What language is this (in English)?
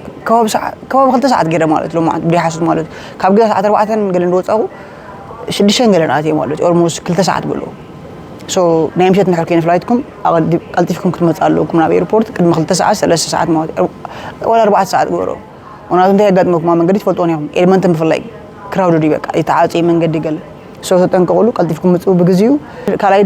Tigrinya